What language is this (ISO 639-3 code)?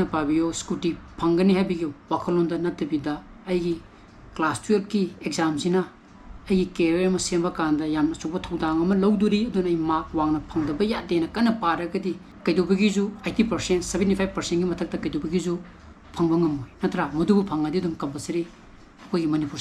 mni